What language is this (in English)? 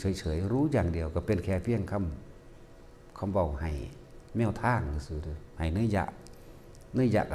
Northeastern Thai